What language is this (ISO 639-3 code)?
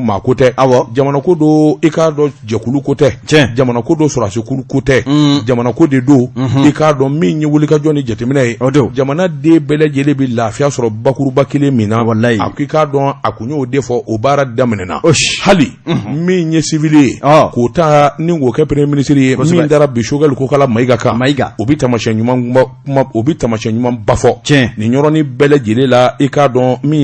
bam